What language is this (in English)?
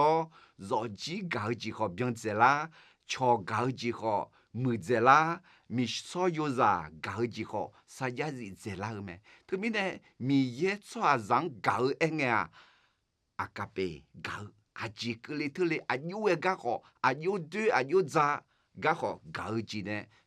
Akha